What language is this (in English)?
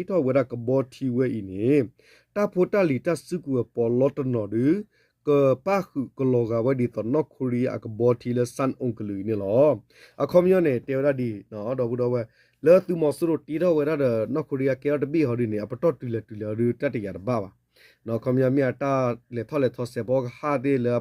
S'gaw Karen